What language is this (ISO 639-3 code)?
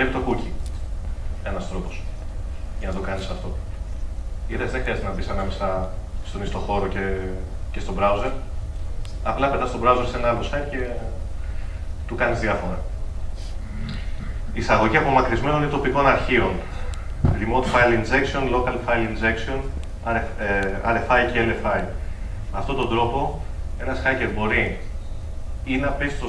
ell